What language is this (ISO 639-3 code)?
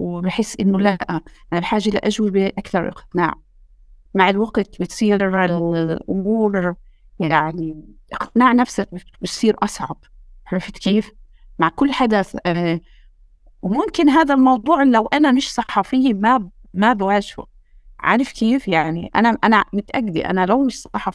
apc